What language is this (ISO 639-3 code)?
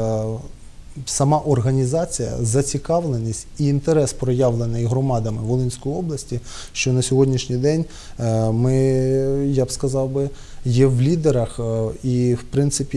ukr